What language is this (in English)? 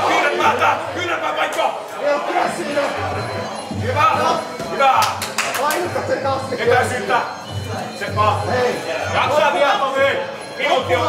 Finnish